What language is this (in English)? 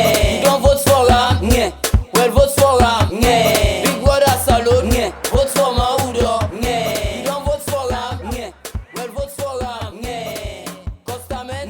Krio